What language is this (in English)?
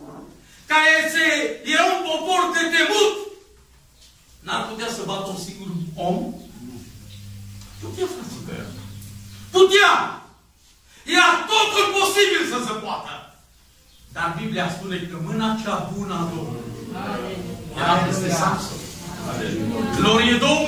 Romanian